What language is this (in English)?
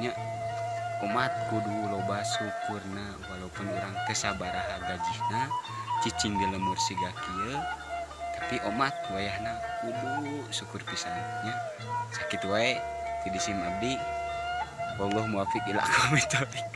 Sundanese